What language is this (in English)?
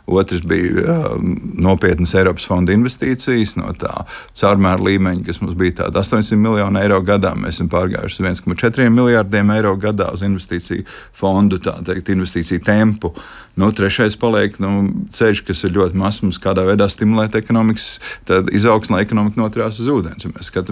Latvian